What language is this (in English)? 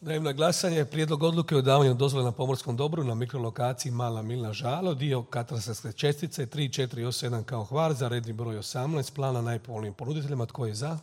Croatian